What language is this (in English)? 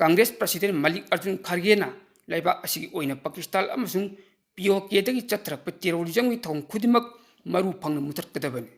Manipuri